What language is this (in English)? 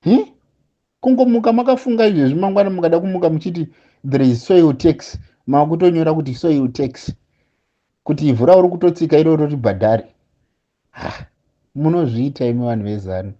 Shona